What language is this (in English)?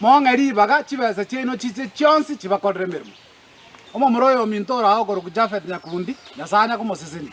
Gusii